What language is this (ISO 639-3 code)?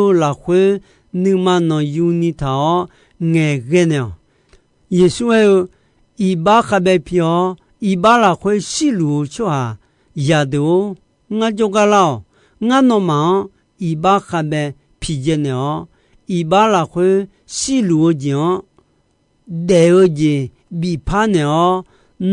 ahk